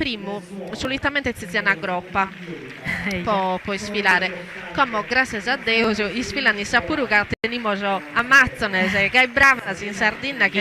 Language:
Sardinian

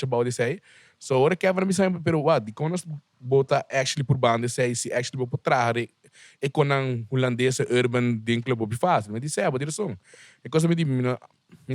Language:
Papiamento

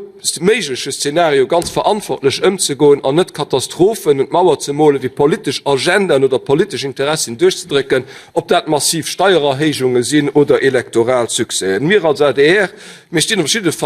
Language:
Luxembourgish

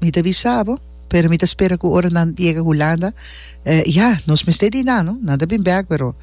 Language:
Papiamento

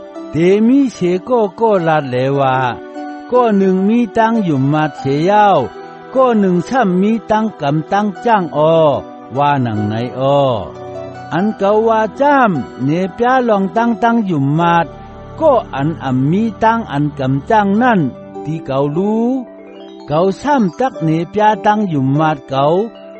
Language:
Shan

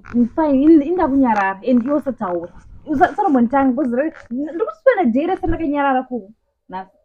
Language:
Shona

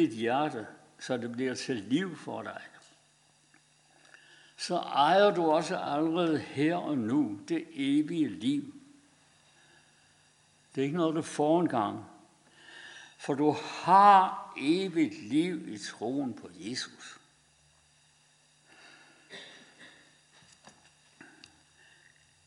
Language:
Danish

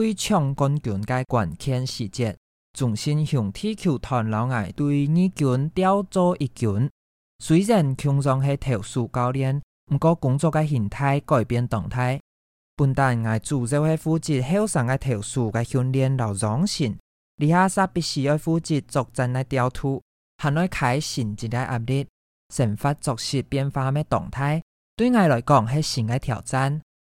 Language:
Hakka Chinese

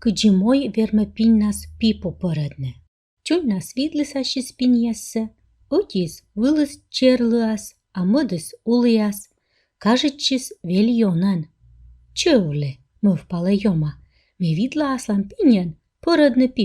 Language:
Komi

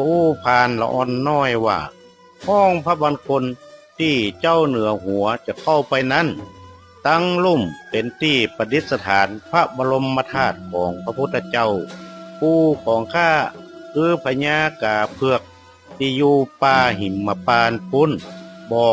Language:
Northern Thai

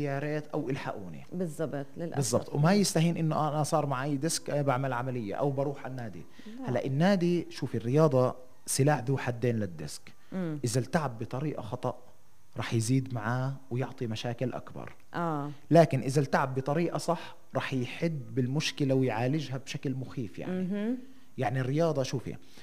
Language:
North Levantine Arabic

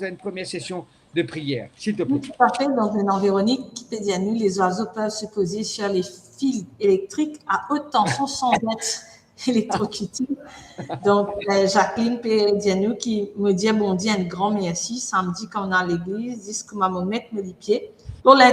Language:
Morisyen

